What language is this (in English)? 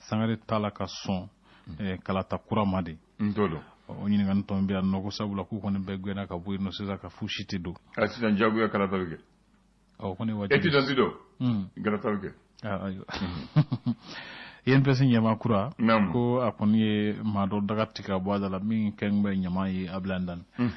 Bambara